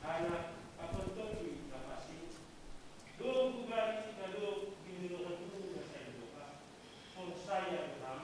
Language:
Batak Simalungun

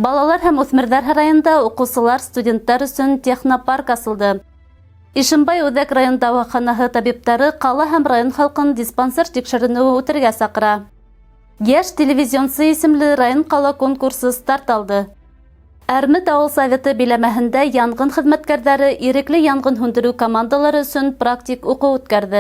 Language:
Bashkir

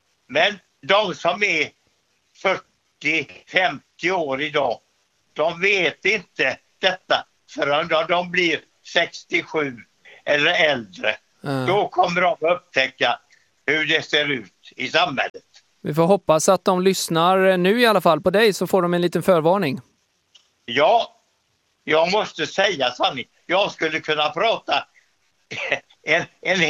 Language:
Swedish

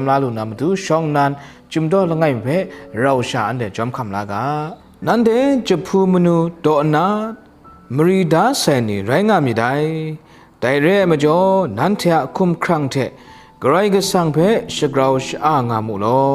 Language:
Kachin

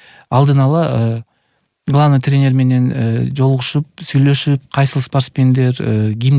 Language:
Kyrgyz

